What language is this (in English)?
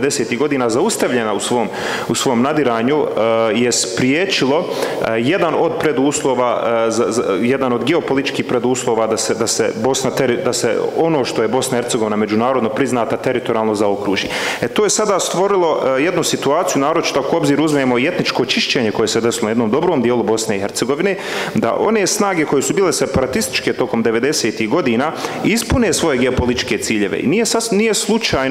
Bosnian